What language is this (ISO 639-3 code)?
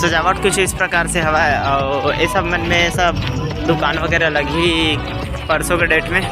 hne